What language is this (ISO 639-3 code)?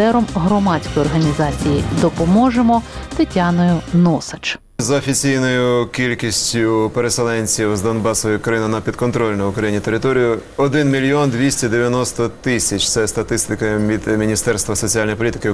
ukr